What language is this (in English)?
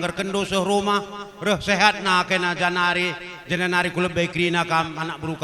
Batak Karo